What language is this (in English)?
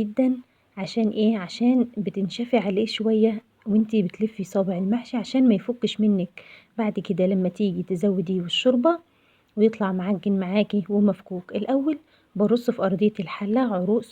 Egyptian Arabic